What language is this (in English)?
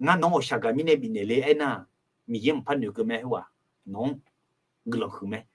Akha